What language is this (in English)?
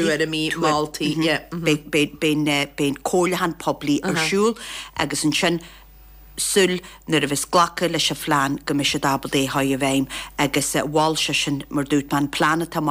Irish